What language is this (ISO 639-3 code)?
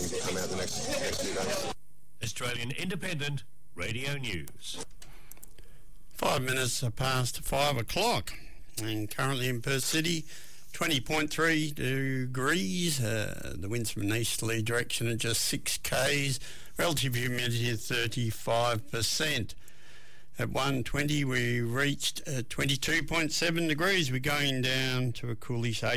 eng